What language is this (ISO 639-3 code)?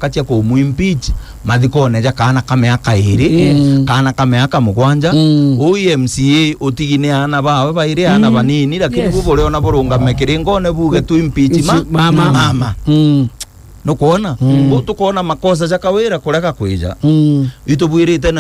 mer